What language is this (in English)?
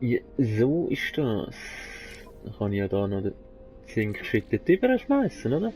Swiss German